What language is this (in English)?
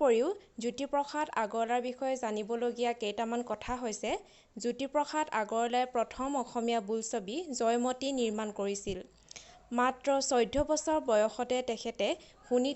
Assamese